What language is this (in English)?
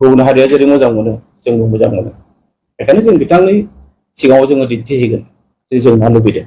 Bodo